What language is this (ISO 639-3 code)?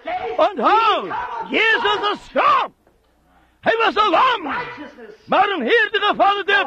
afr